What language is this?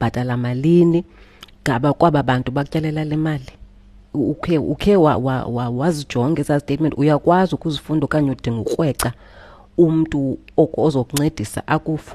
Xhosa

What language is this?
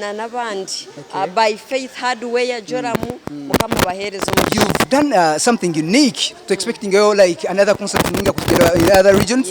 Nyankole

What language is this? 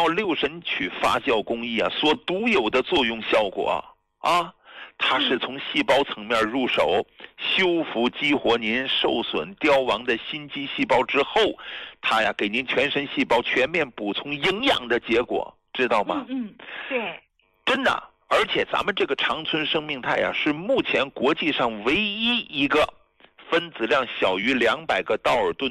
Chinese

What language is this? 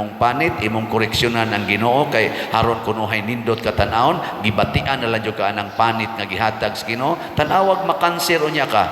Cebuano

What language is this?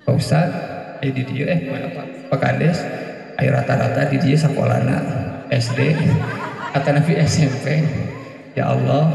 Sundanese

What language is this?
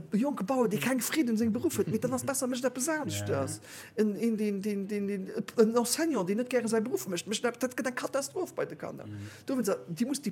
Luxembourgish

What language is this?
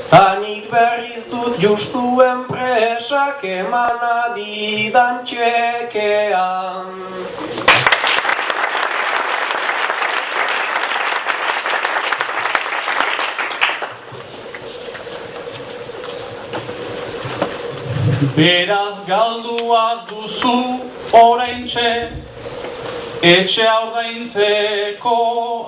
Basque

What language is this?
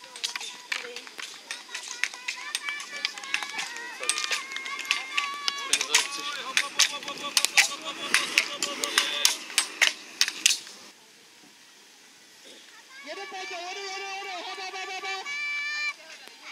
Czech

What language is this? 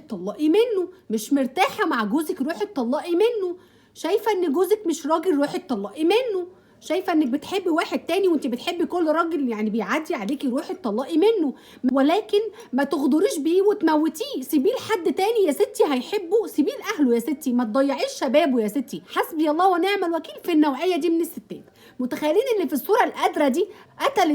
Egyptian Arabic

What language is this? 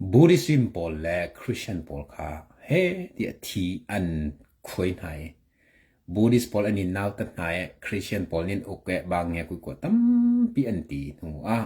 Hakha Chin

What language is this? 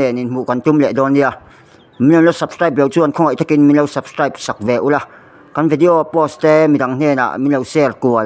Mizo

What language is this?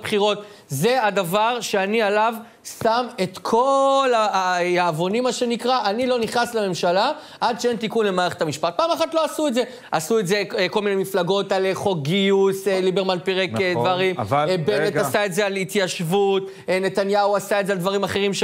Hebrew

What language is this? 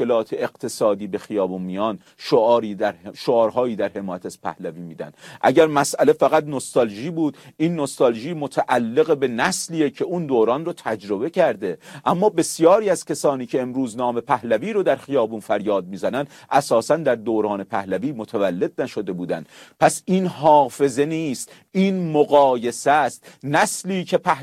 Persian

